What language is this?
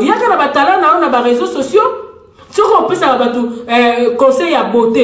Lingala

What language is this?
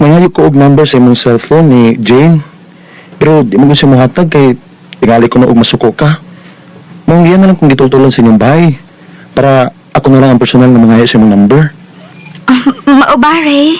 Cebuano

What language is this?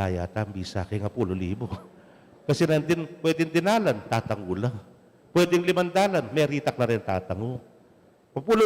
Pampanga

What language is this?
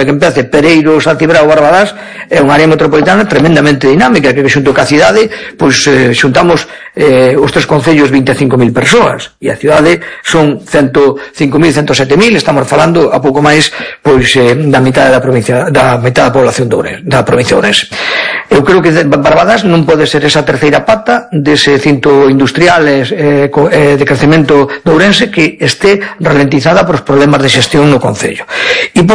Galician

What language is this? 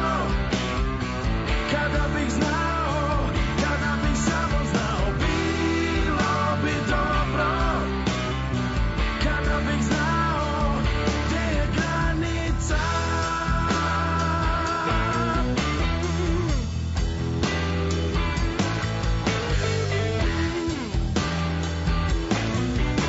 Serbian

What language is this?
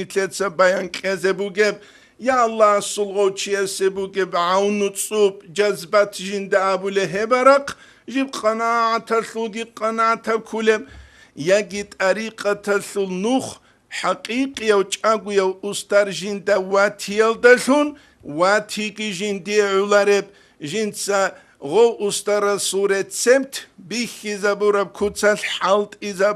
Avaric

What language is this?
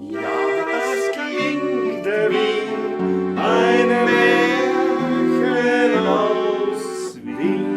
Bavarian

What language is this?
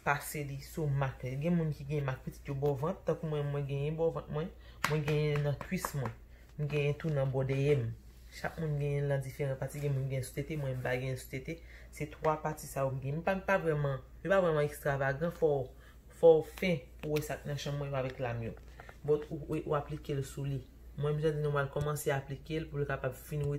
Haitian Creole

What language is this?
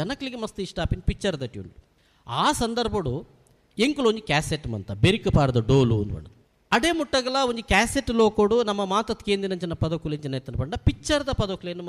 Tulu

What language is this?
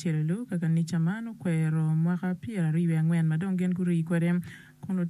Acoli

